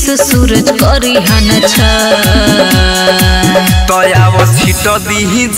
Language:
Bhojpuri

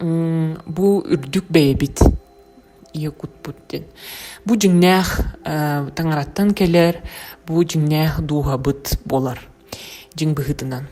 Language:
Yakut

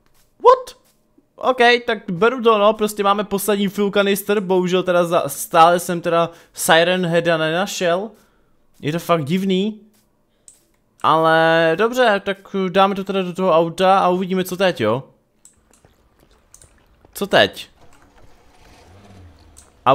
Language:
Czech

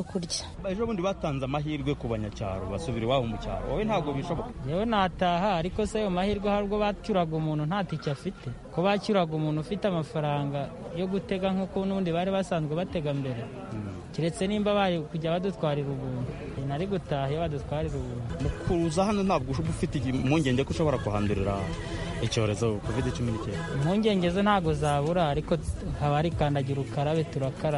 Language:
Kinyarwanda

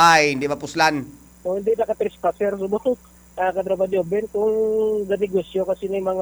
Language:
Hiligaynon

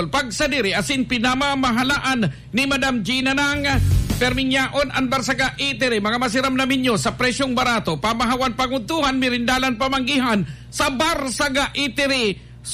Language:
Bikol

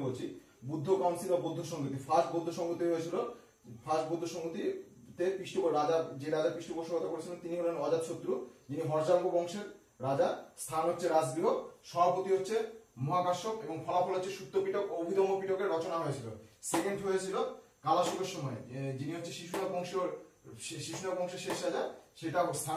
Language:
Bangla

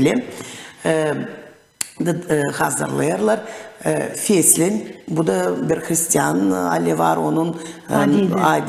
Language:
Gagauz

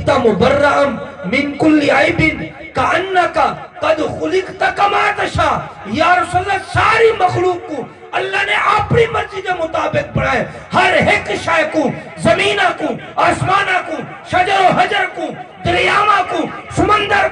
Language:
Saraiki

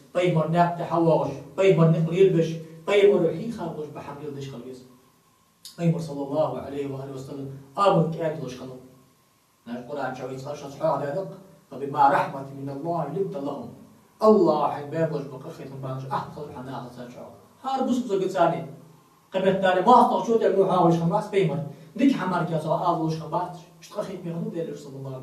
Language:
Ingush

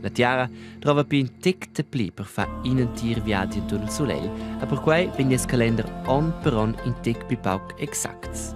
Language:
Romansh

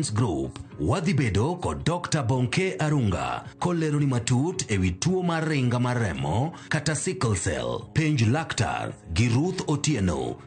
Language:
Luo (Kenya and Tanzania)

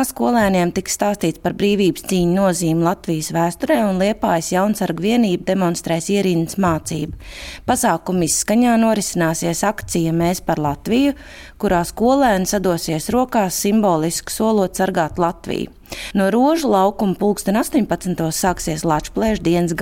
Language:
Latvian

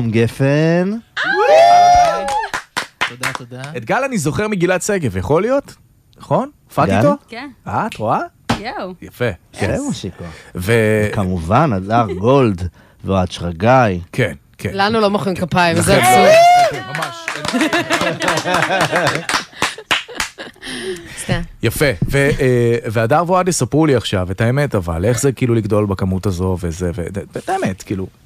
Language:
Hebrew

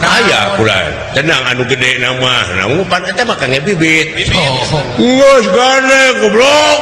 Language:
Sundanese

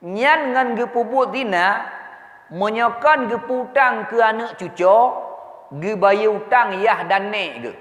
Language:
Achinese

